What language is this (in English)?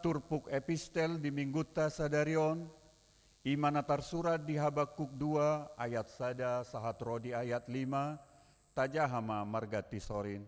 Batak Toba